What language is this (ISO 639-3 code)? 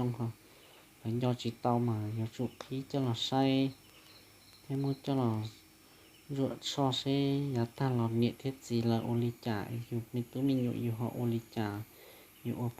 hmn